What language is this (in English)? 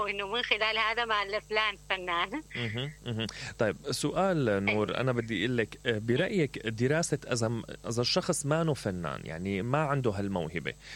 Mesopotamian Arabic